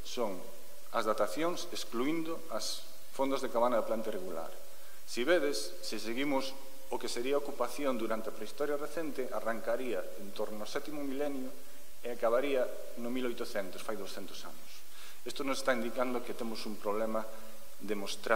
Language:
Galician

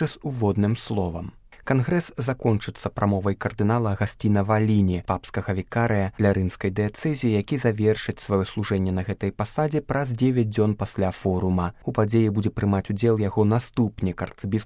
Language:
Belarusian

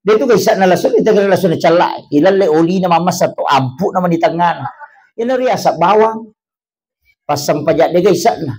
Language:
Buginese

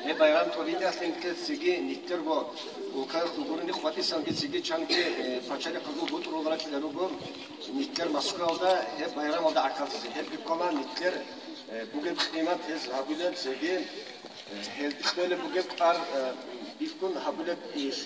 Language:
Avaric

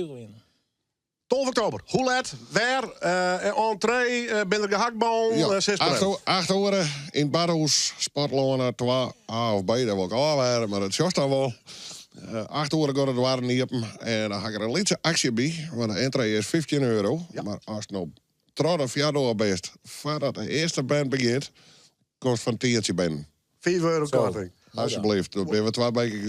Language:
Western Frisian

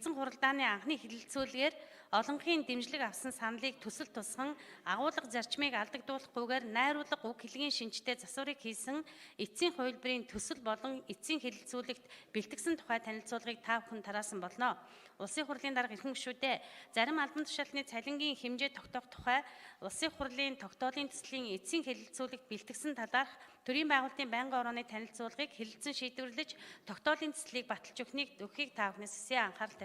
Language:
Mongolian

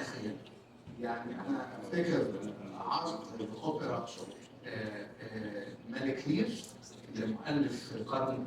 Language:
Egyptian Arabic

